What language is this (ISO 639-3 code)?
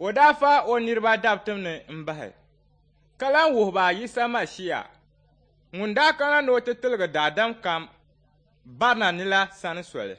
dag